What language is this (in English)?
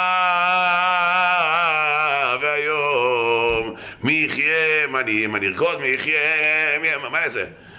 Hebrew